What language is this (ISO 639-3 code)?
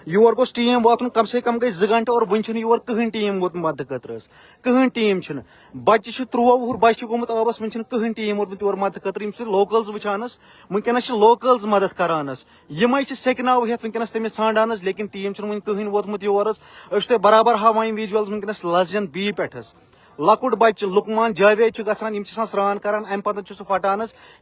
kas